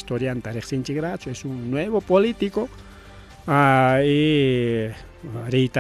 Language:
Ayacucho Quechua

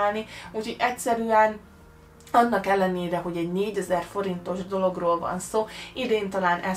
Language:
Hungarian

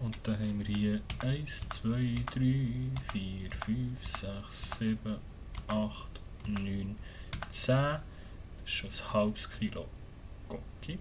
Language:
Swiss German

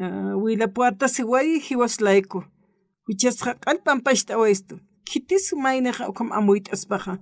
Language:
Aymara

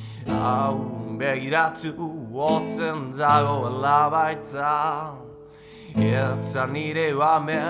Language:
Basque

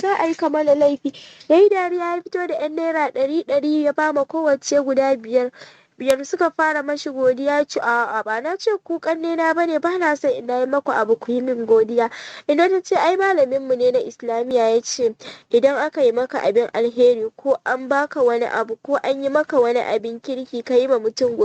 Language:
Hausa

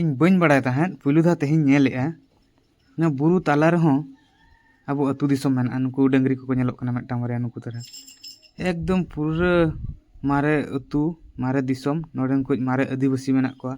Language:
Santali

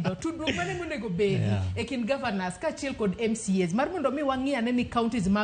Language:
Luo (Kenya and Tanzania)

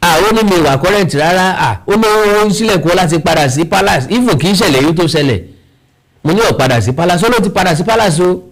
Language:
Yoruba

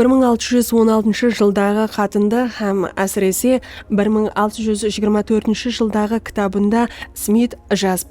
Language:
Kara-Kalpak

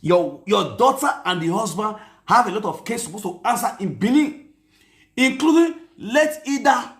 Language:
Nigerian Pidgin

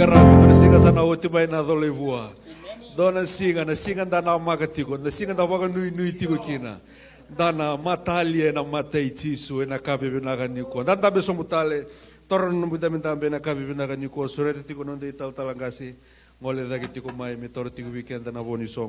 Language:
Fijian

